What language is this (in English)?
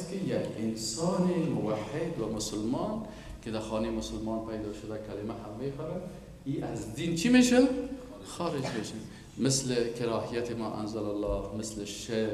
Persian